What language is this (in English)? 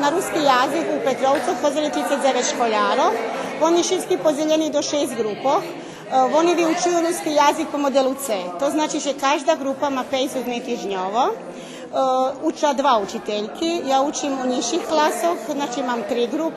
Rusyn